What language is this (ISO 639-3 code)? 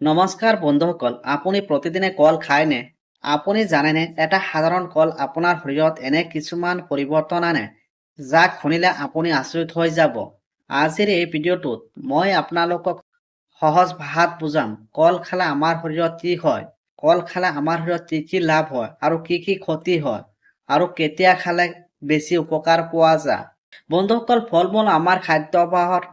asm